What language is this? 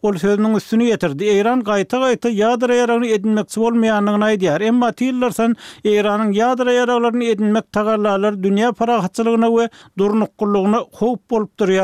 Turkmen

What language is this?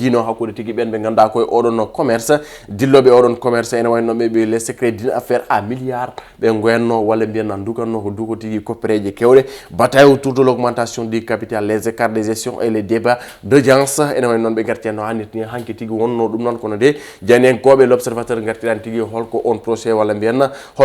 Fula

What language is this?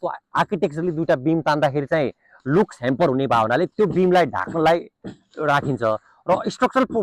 Nepali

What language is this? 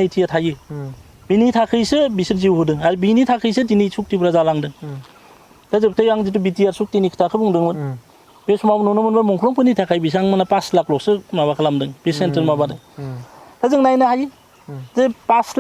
Bodo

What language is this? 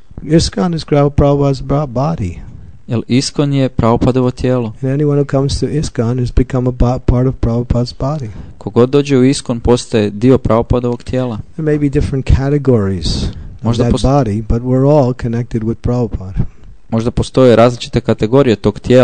Croatian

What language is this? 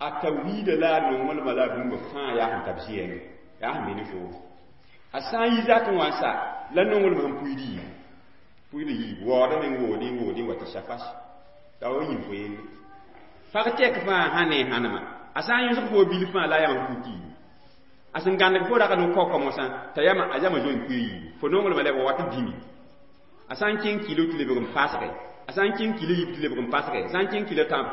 Mossi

